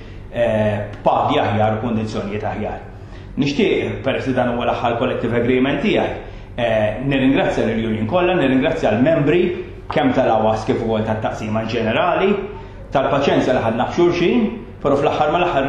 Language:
Maltese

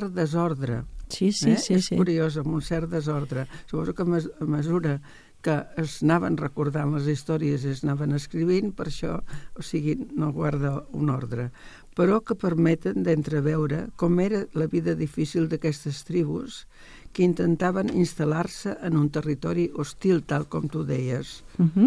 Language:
Catalan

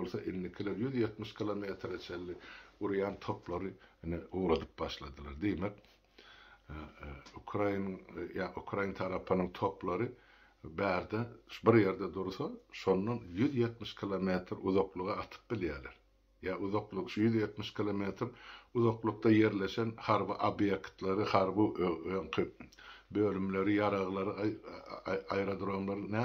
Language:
Turkmen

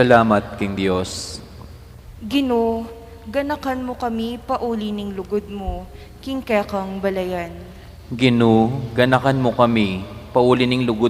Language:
Pampanga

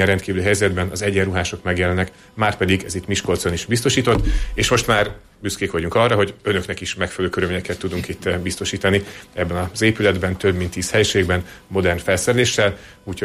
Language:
Hungarian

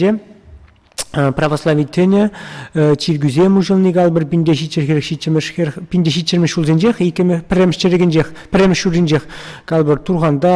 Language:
Chuvash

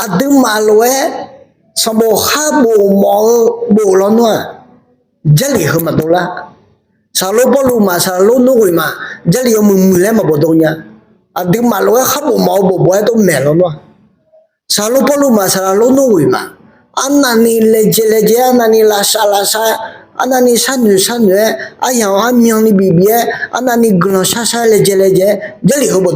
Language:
Akha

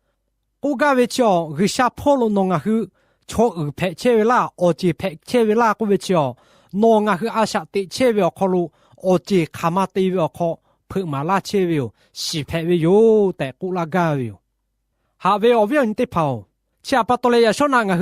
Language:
Lahu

